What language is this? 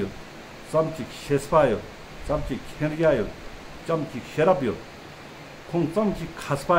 Ladakhi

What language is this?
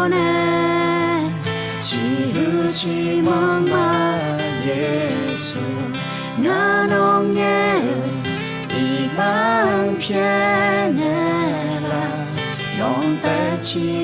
Akha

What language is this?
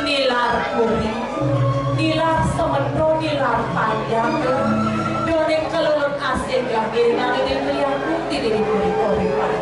Balinese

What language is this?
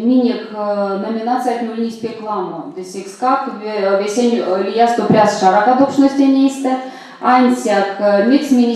Erzya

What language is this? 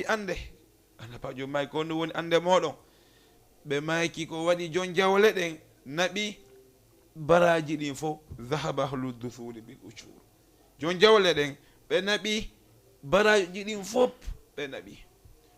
Fula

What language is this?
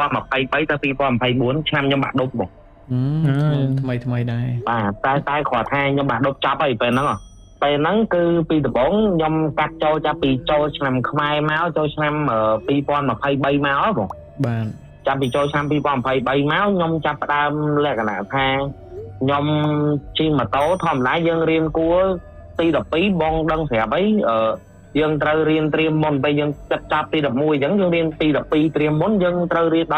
Khmer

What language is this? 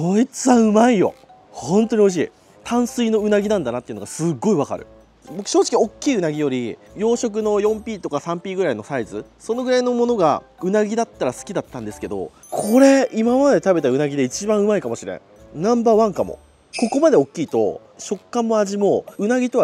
Japanese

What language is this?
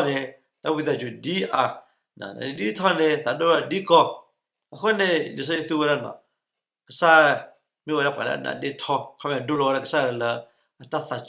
S'gaw Karen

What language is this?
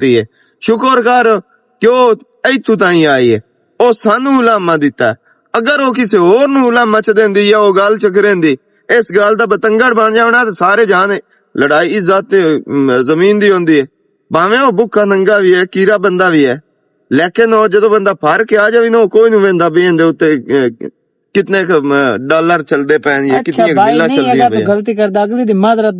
Western Panjabi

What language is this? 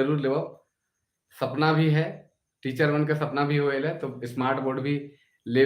Sadri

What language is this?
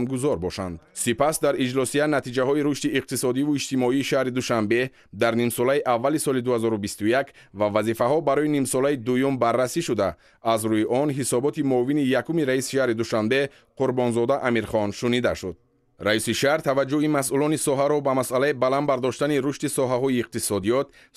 Tajik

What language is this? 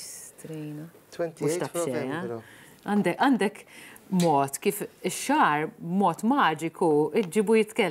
Maltese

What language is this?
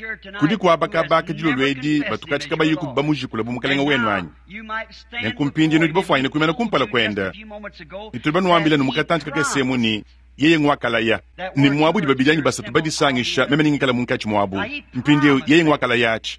Luba-Lulua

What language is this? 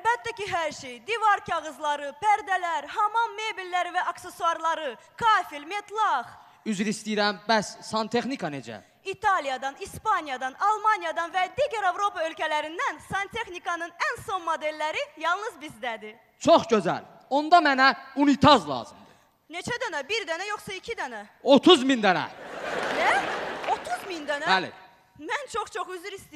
Azerbaijani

